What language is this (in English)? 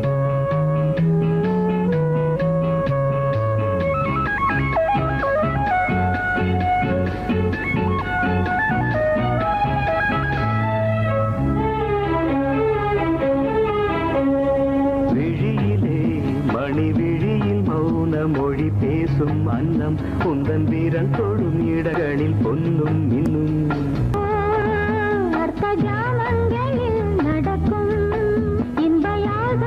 Tamil